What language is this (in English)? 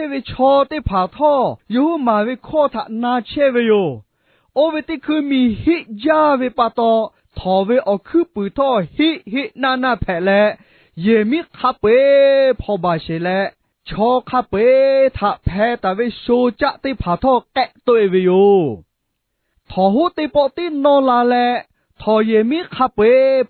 Lahu